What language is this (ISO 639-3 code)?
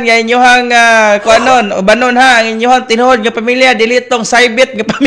ceb